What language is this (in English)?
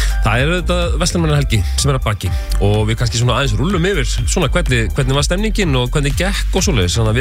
Icelandic